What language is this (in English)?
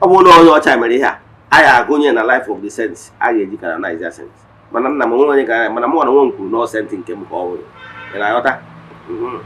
Igbo